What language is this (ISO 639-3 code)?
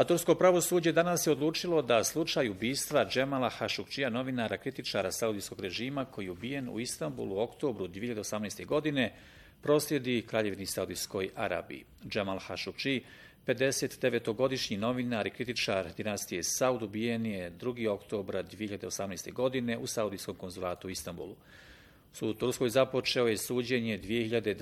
bos